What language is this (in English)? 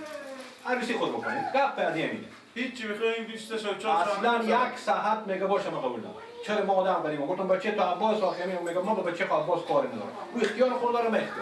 Persian